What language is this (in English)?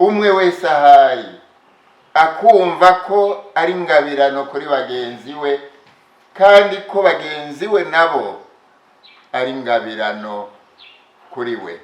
Rundi